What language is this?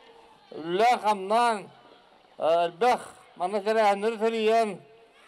Yakut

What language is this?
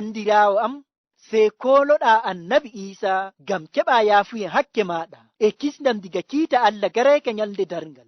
Fula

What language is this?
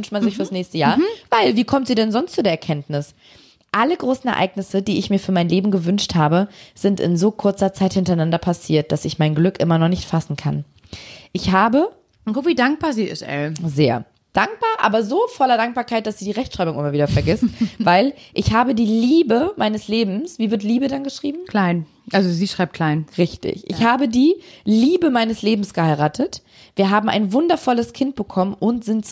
German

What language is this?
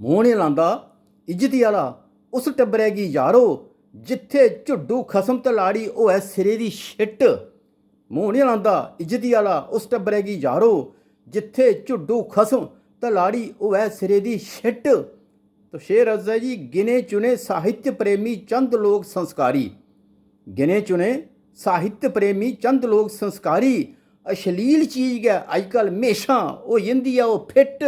Dogri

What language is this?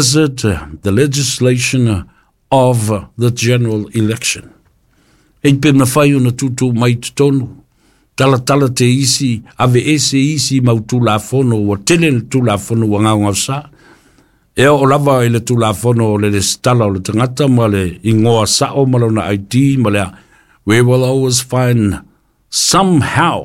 Samoan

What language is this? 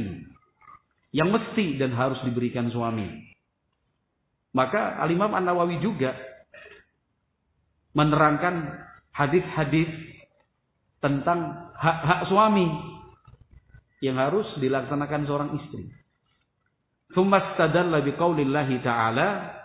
Indonesian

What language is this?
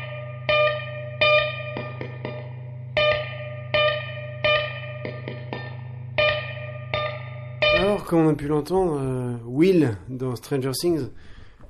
French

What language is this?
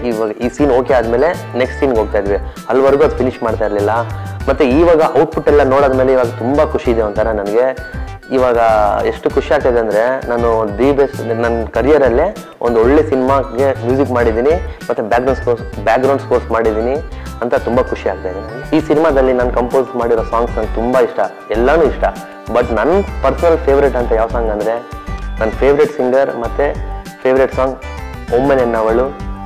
Kannada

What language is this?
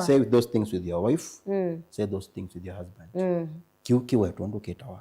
Kamba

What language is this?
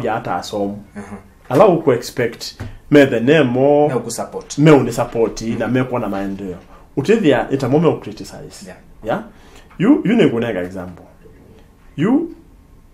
Kamba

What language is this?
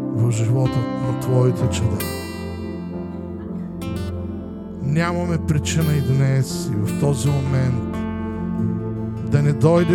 Bulgarian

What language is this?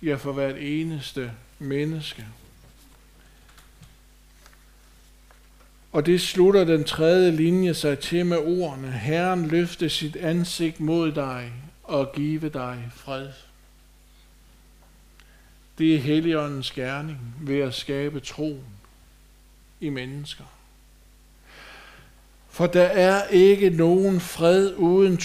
Danish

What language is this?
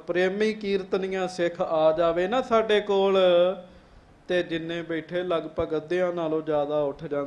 Punjabi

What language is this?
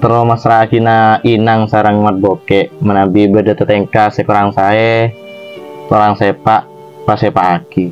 Madurese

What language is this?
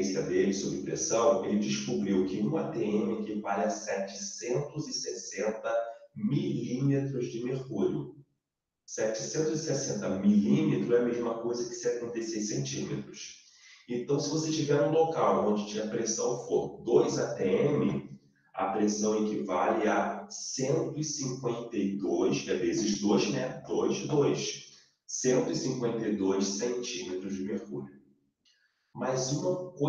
Portuguese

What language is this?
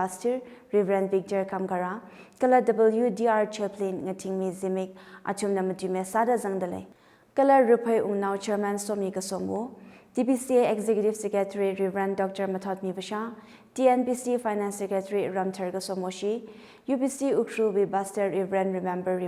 Tangkhul Naga (India)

